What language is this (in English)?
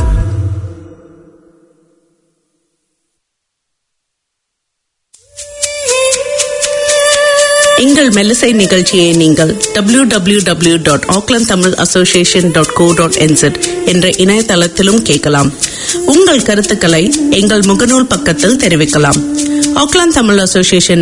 Tamil